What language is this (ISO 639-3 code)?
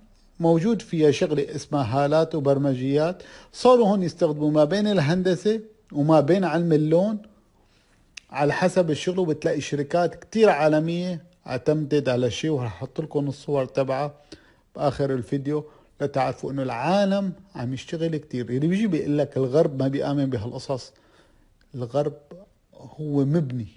apc